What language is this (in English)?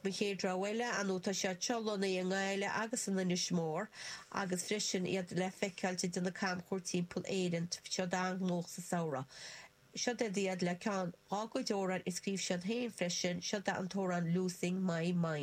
Irish